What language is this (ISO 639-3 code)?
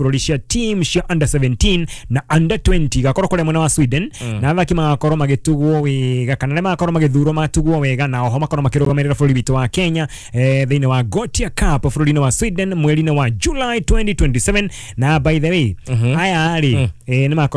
kik